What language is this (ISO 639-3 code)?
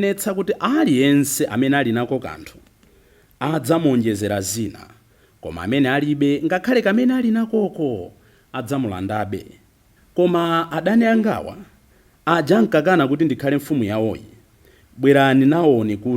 nya